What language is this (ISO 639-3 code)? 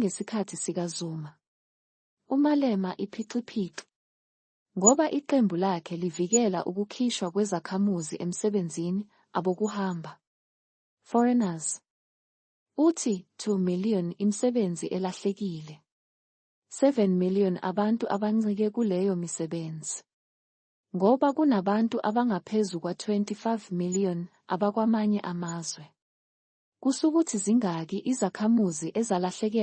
zul